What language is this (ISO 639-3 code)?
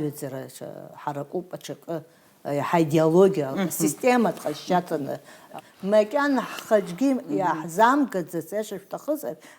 abk